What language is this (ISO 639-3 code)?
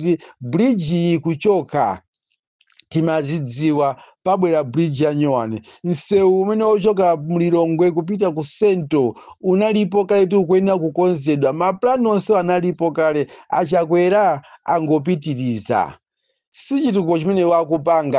nya